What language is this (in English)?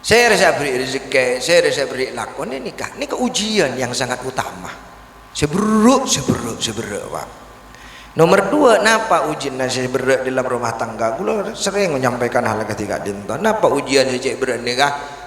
Madurese